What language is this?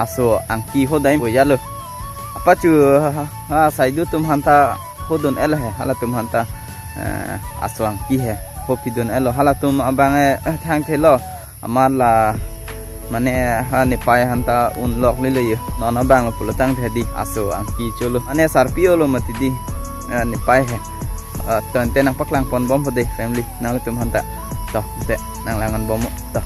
Karbi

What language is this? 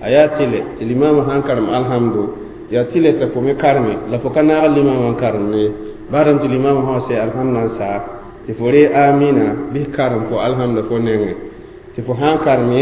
Mossi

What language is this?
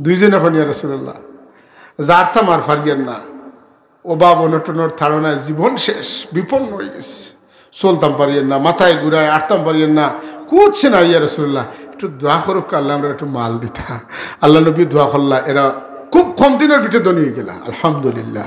Sylheti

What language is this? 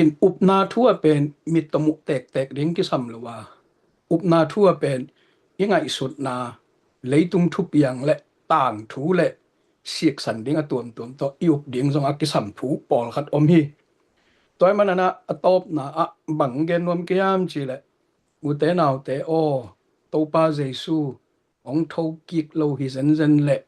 Tedim Chin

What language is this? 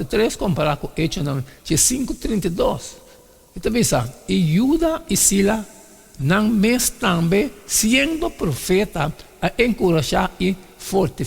Papiamento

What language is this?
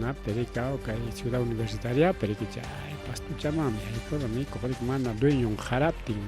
Ayacucho Quechua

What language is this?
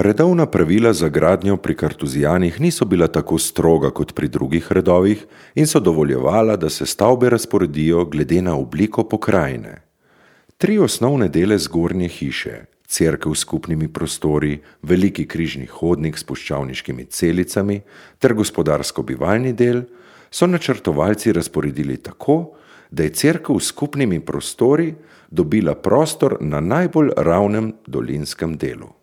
Slovenian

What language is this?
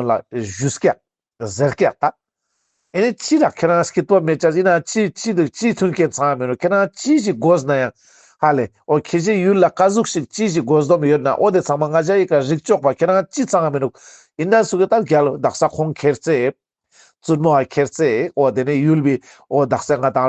Ladakhi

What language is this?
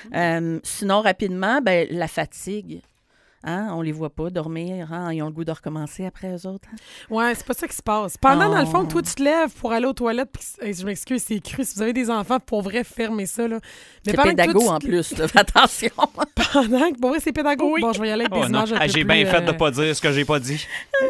French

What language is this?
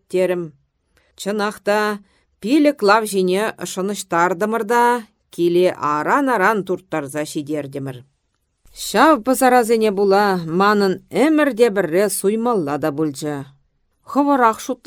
Chuvash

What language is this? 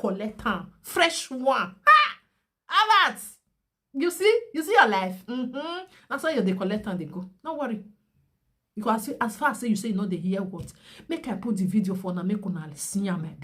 Nigerian Pidgin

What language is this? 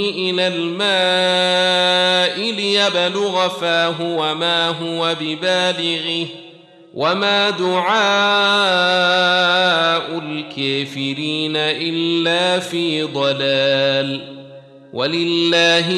Arabic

